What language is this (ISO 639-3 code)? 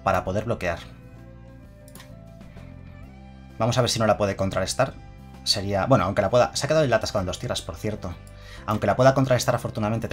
spa